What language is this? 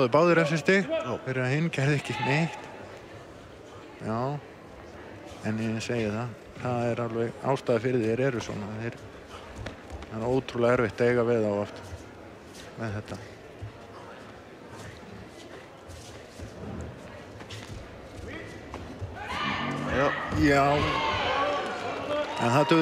Icelandic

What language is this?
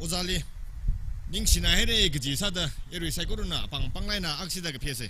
Tangkhul Naga (India)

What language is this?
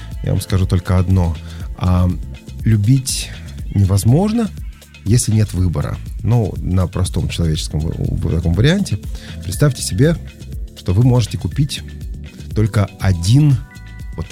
Russian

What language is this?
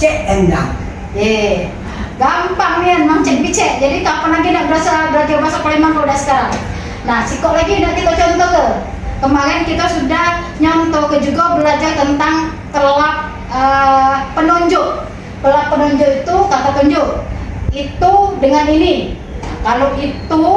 Musi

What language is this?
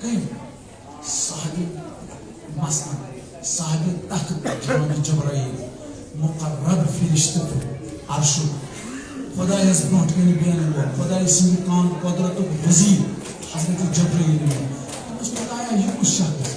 Kashmiri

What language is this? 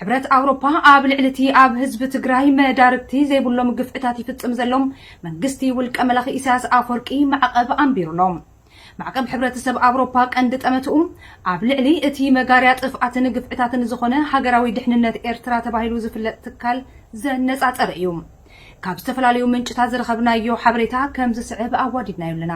Tigrinya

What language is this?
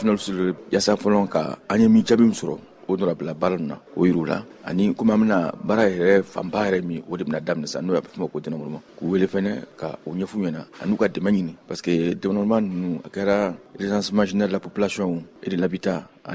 Bambara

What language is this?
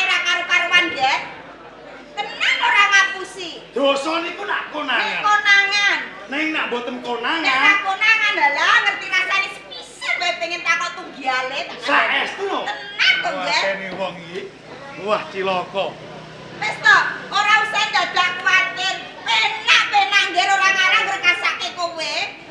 Javanese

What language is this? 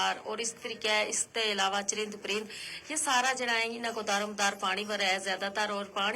Gujari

